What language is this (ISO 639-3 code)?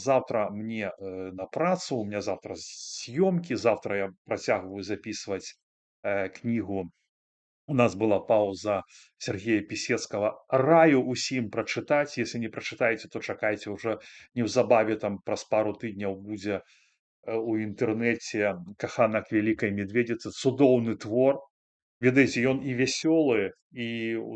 bel